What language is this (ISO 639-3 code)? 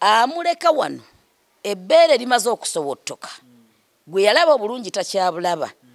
lug